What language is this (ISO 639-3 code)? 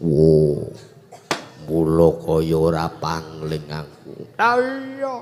jav